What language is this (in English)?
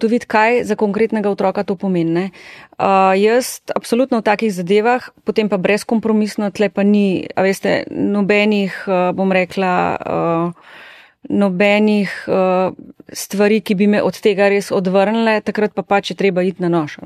Slovenian